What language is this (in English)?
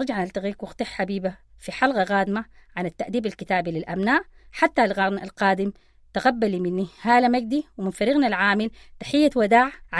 Sudanese Arabic